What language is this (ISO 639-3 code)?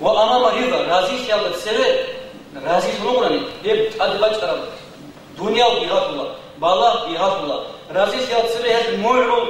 ava